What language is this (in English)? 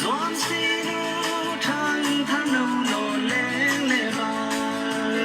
Falam Chin